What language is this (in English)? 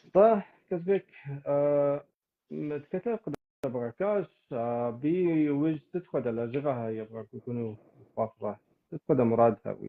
Kabardian